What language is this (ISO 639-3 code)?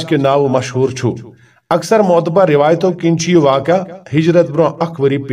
kas